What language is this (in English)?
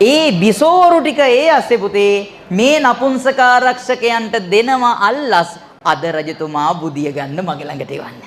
Sinhala